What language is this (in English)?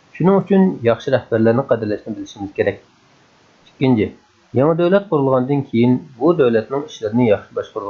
Uyghur